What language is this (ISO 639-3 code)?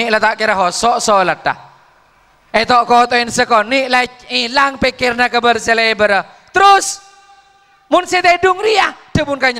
mad